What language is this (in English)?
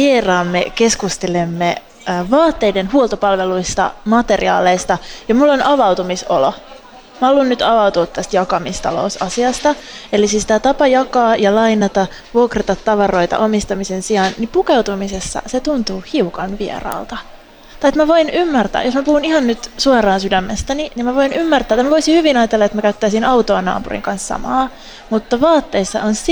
Finnish